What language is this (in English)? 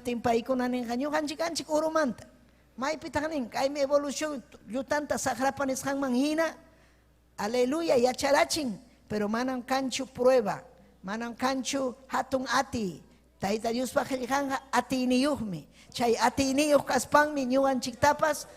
Ayacucho Quechua